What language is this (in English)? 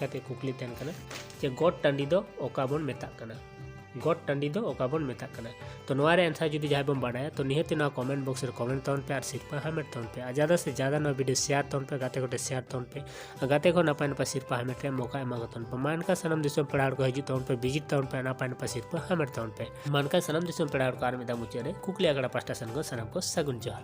Santali